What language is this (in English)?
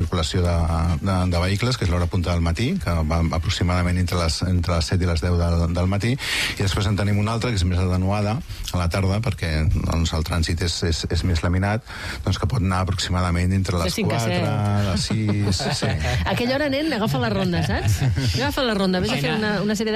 Catalan